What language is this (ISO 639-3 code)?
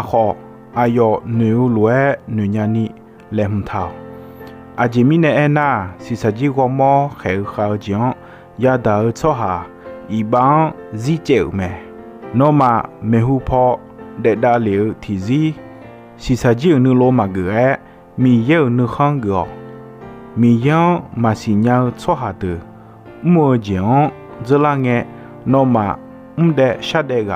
ahk